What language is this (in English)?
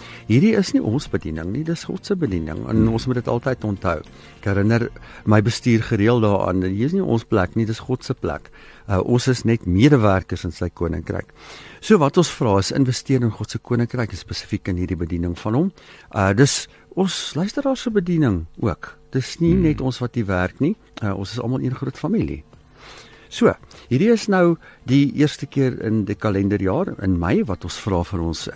Afrikaans